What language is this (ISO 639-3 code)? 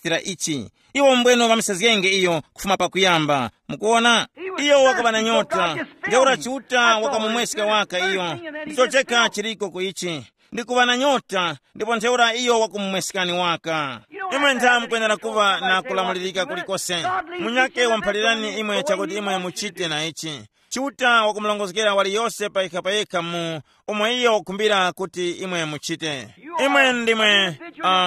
tum